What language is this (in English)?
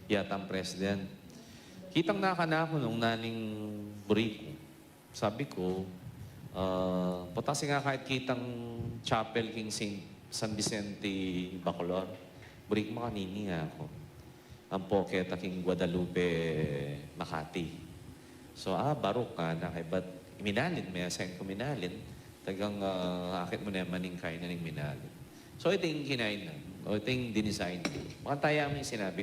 Pampanga